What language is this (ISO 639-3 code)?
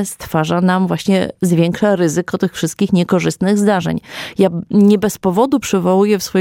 pol